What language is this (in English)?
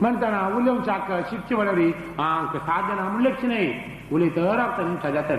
Konkani